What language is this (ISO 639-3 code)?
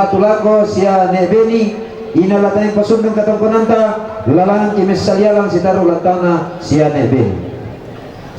sda